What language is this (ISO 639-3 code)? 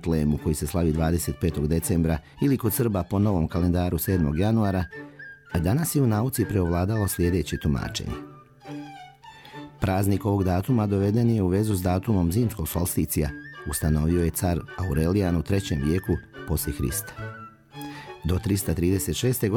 srp